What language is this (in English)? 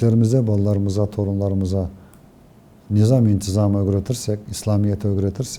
Crimean Tatar